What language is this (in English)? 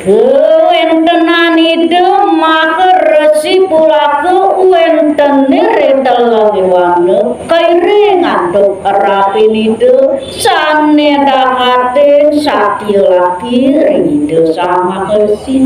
Balinese